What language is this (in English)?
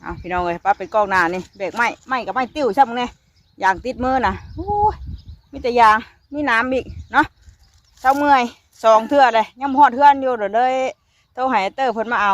Northeastern Thai